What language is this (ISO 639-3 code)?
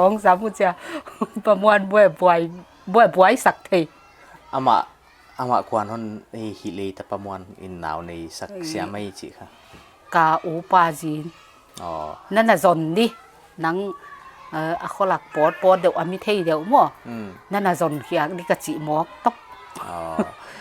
pck